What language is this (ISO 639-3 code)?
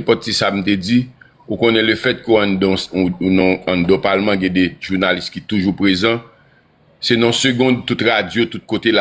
hat